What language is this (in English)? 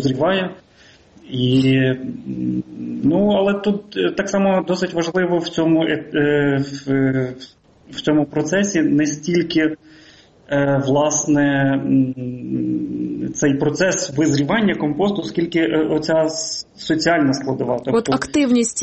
Ukrainian